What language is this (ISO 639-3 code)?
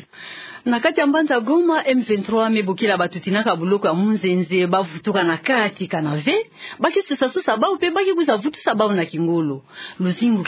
ktu